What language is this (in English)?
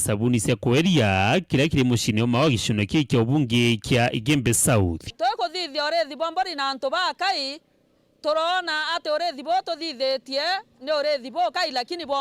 Meru